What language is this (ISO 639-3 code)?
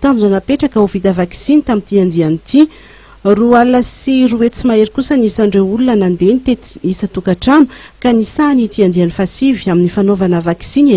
mlg